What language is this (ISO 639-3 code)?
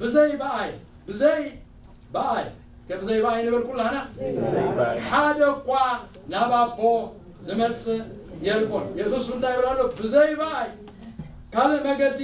tir